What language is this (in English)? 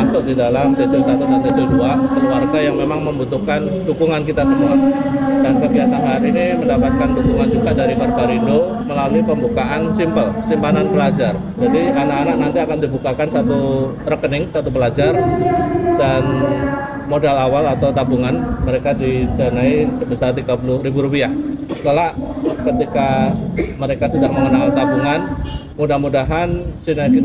Indonesian